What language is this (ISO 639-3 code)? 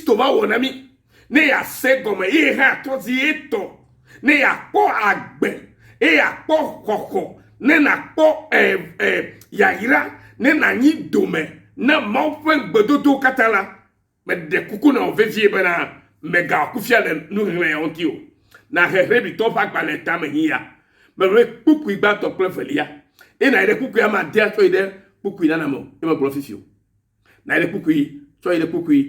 ewe